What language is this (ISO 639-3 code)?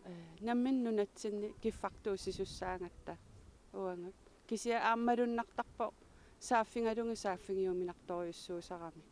kal